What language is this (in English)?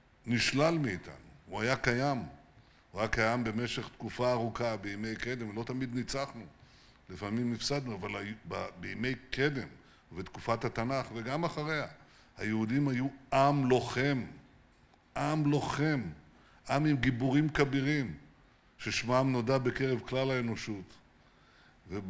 Hebrew